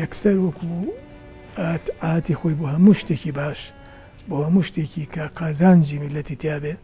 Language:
Central Kurdish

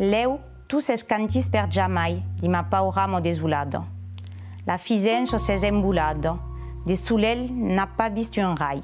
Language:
Occitan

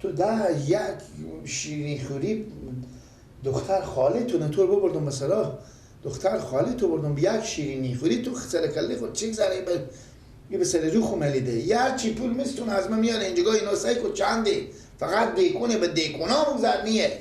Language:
Persian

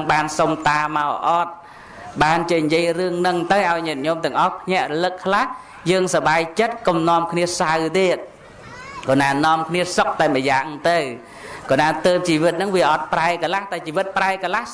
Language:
Khmer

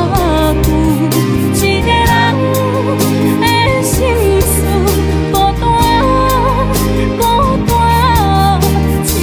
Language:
Min Nan Chinese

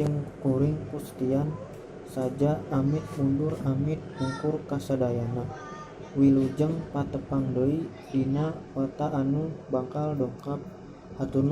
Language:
Sundanese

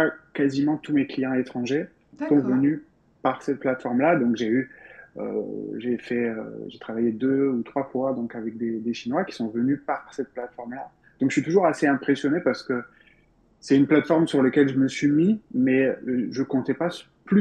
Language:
French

